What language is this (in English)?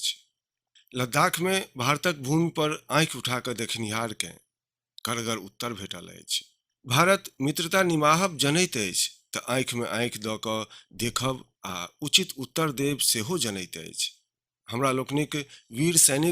Maithili